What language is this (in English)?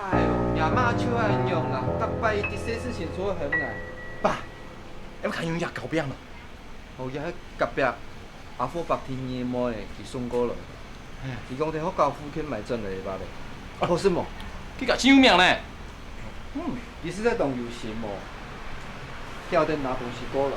Hakka Chinese